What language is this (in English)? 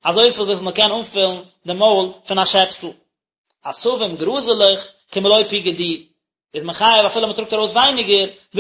Yiddish